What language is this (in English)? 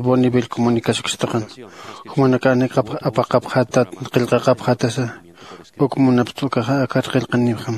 Aymara